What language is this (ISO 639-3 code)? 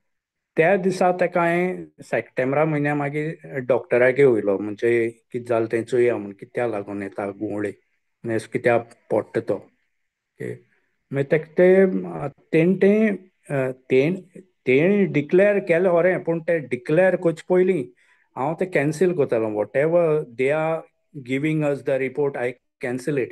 kok